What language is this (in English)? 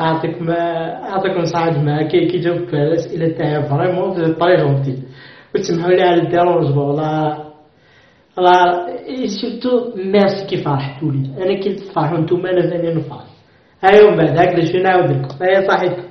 Algerian Arabic